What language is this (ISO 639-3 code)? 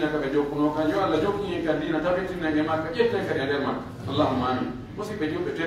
fuf